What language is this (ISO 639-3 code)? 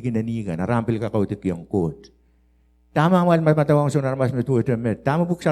pon